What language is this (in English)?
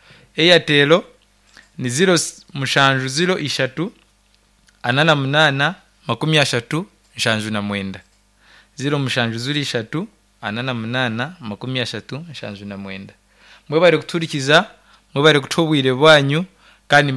Nyankole